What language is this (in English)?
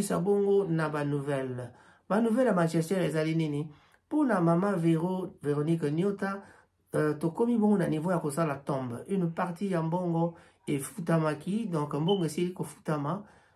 Lingala